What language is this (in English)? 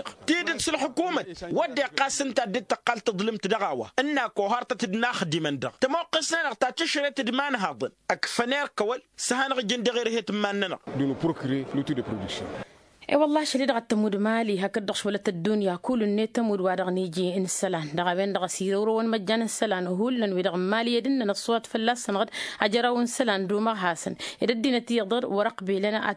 Tamasheq